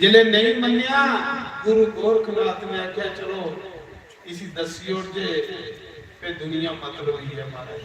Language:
Dogri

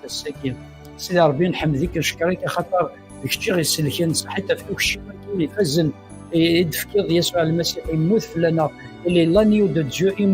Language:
Kabyle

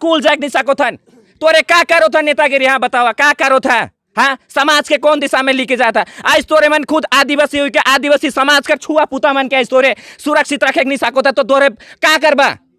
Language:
Sadri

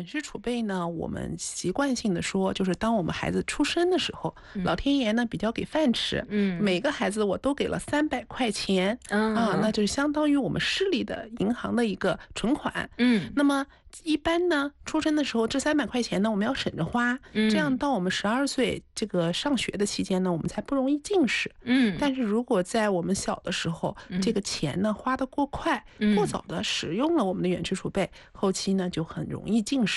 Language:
Chinese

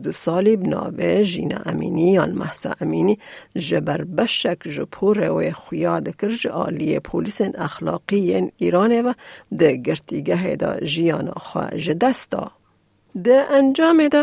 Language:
Kurdish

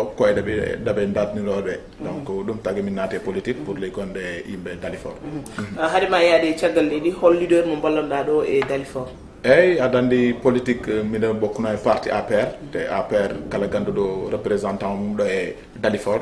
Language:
Fula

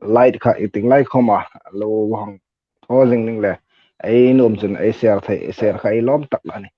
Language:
Hmar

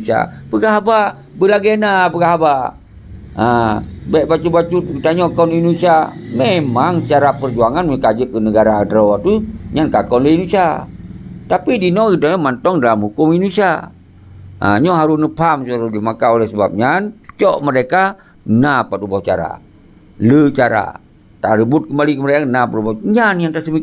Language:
Achinese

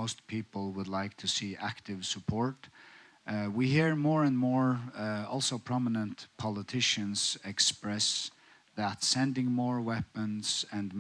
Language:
Faroese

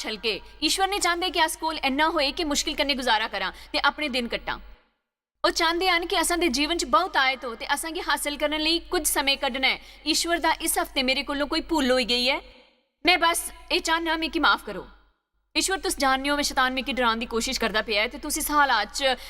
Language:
Dogri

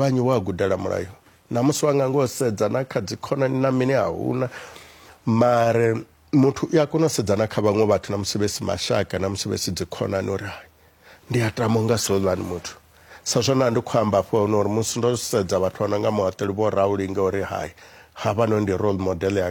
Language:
Venda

